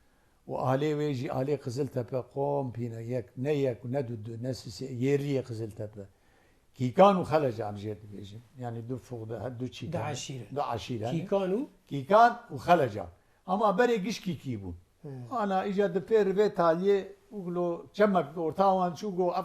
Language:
Kurdish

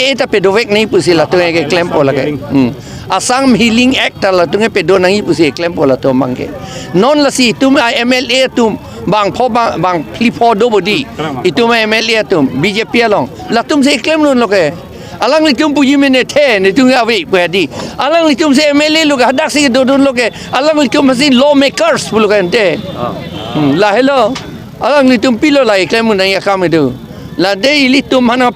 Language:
Karbi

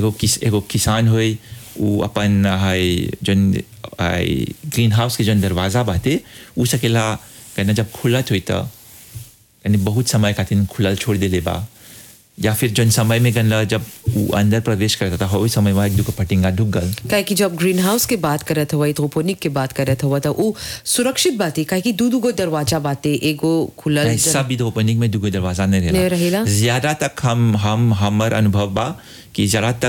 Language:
Bhojpuri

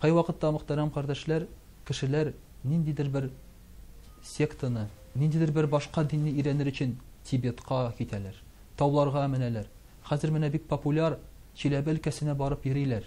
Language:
Tatar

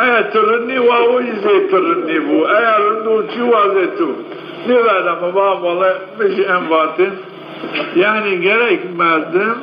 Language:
Zaza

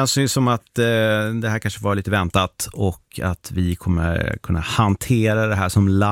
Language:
Swedish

